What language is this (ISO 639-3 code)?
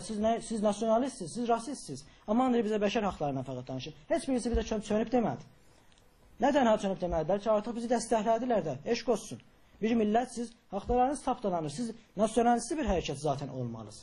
azb